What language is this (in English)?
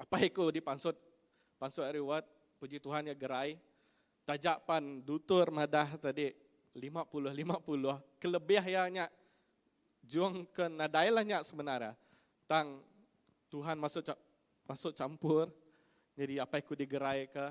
Iban